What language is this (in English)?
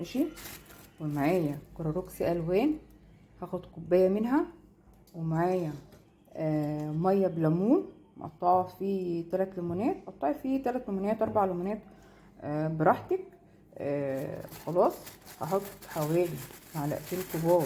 Egyptian Arabic